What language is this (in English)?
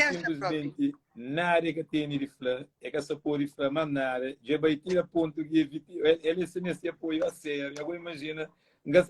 Kabuverdianu